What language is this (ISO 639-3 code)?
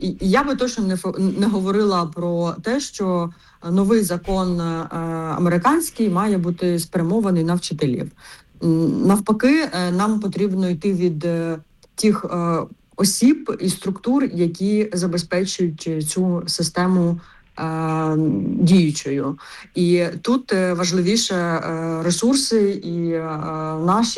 ukr